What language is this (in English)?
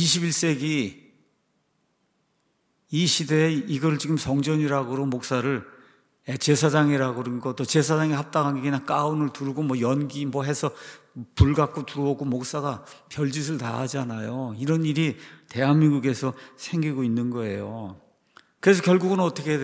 Korean